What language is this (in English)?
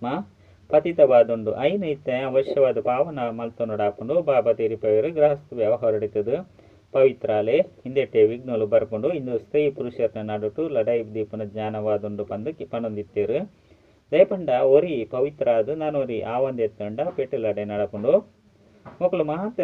Tulu